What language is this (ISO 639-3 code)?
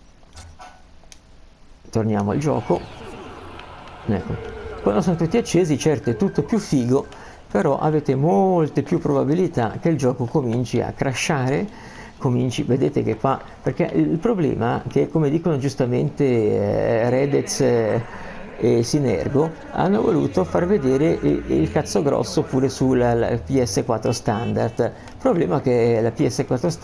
ita